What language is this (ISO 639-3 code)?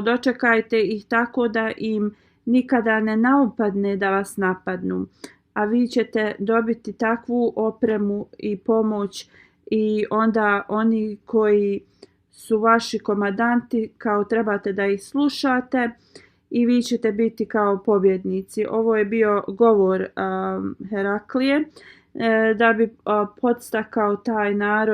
bos